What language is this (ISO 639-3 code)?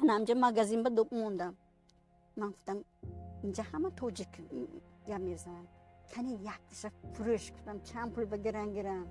tgk